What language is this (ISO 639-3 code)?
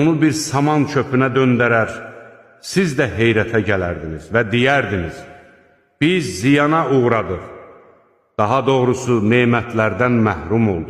aze